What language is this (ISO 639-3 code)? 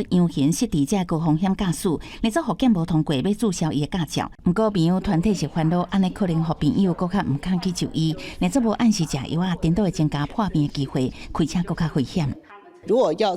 nan